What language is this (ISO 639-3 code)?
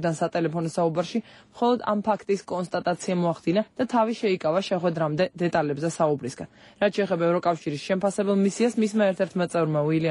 kat